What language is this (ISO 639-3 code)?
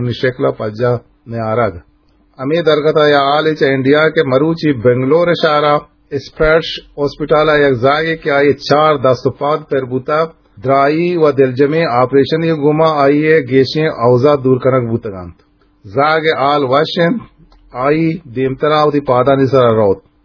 bgp